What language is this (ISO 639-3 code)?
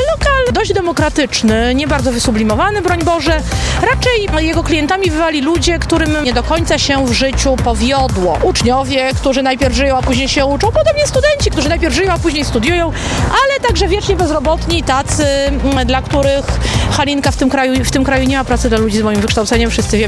pol